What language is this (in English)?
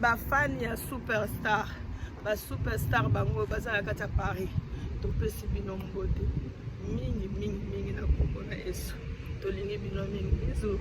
Lingala